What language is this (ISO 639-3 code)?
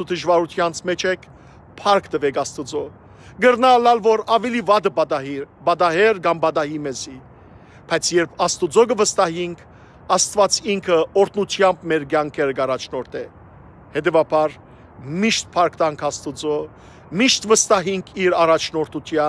hyw